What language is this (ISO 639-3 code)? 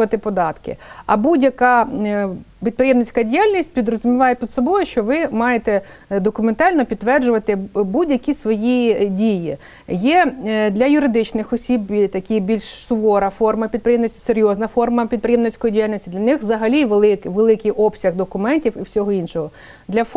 ukr